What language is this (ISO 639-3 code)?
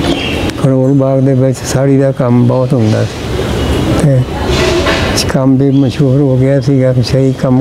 pan